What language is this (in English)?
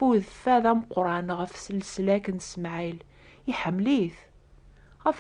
Kabyle